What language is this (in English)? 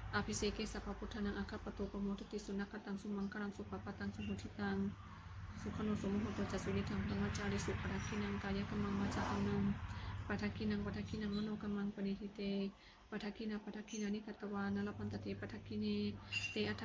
Pali